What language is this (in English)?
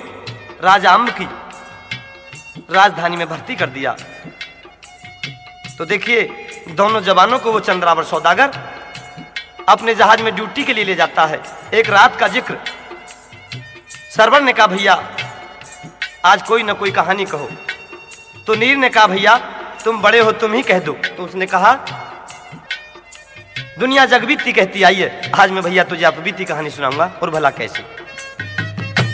Haryanvi